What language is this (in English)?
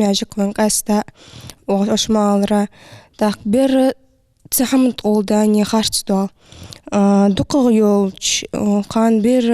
Ingush